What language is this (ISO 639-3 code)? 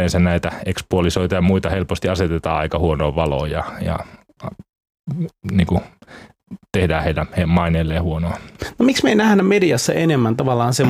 fin